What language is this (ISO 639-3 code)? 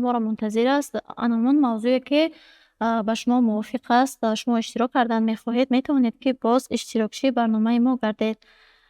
tgk